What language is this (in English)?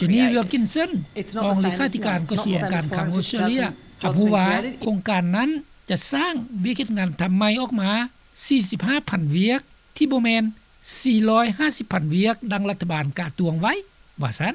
Lao